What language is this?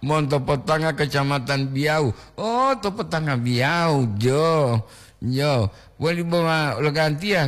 Gorontalo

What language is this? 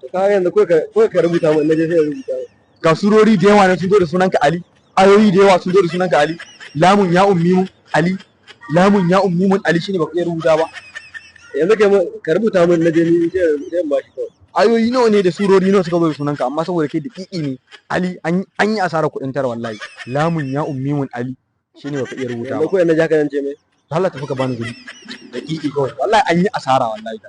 Hausa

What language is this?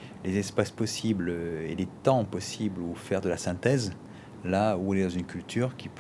French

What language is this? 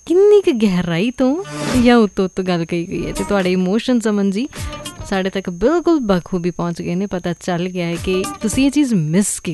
Punjabi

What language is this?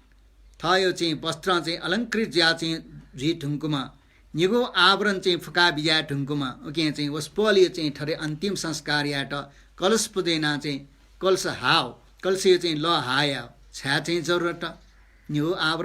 Newari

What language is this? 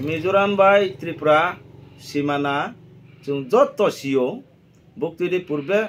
Kok Borok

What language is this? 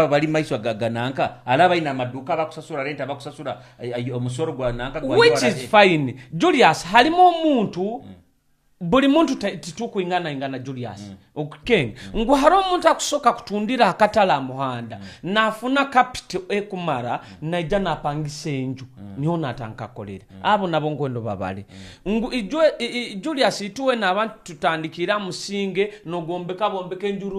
Nyoro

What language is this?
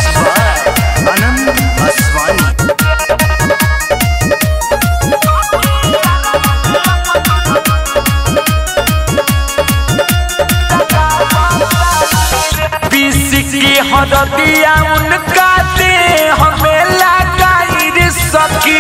Bhojpuri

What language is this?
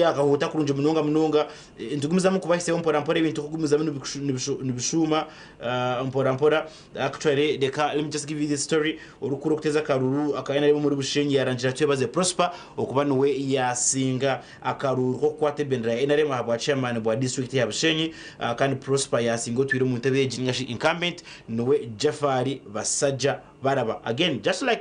Nyankole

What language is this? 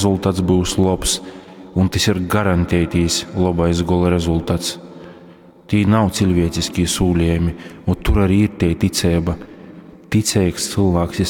Latgalian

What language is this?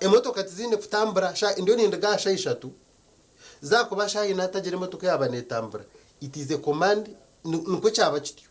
Nyankole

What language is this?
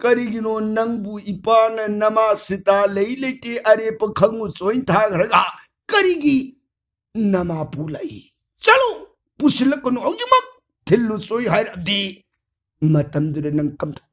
Manipuri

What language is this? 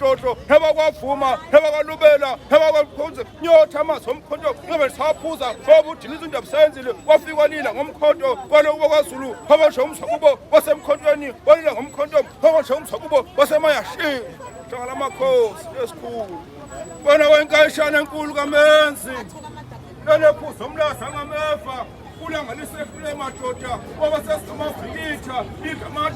Zulu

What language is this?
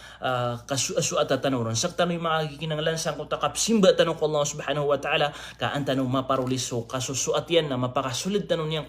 Maranao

